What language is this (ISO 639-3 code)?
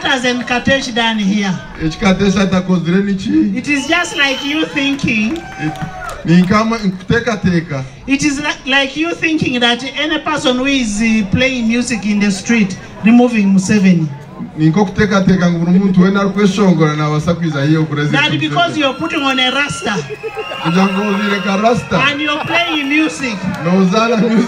nyn